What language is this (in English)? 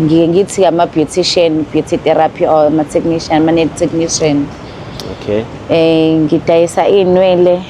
Zulu